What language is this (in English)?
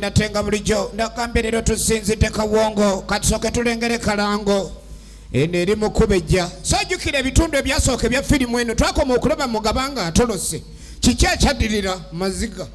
Ganda